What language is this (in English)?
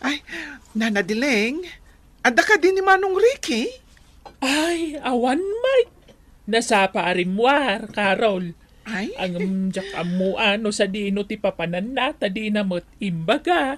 Iloko